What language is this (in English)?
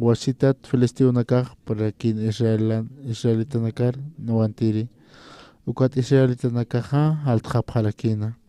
Aymara